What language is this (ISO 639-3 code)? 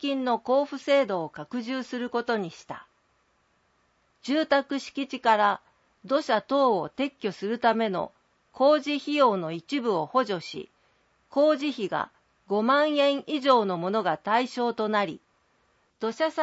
jpn